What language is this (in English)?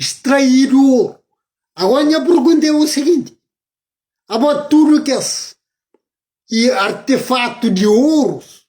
Kabuverdianu